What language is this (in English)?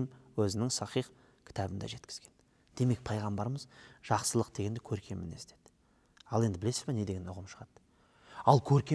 Kazakh